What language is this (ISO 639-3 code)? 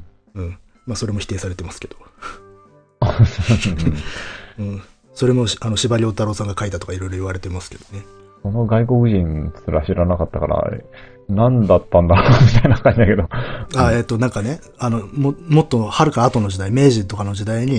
jpn